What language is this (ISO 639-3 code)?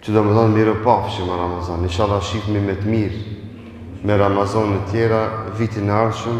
sqi